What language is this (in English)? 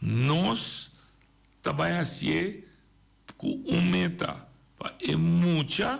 Papiamento